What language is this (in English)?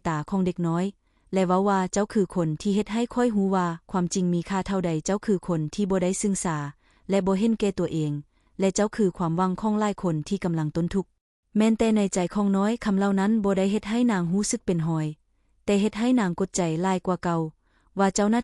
Lao